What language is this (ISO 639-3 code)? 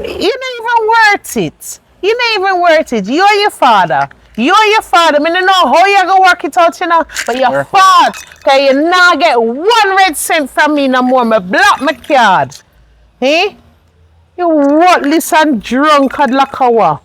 jam